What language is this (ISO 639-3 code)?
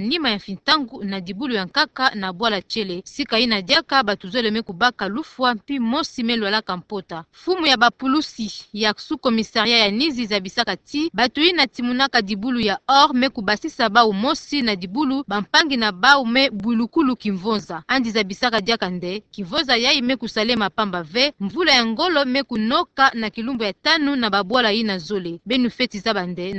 ktu